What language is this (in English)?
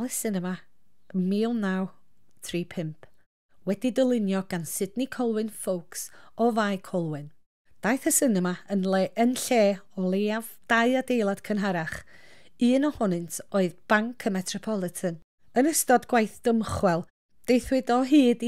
Welsh